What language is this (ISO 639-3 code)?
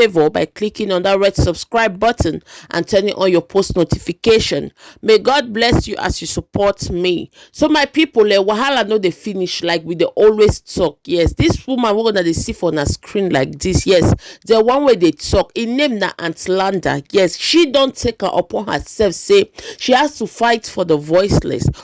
pcm